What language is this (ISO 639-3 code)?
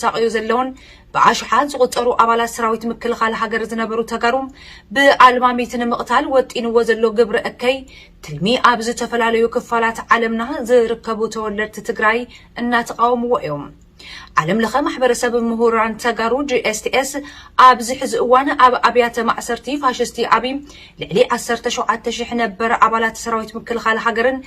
tir